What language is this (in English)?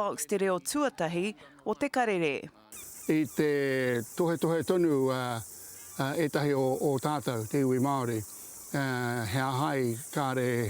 Māori